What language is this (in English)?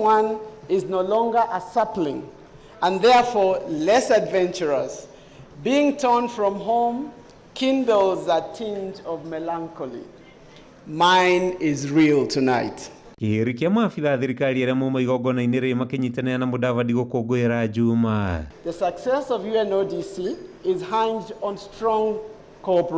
Kikuyu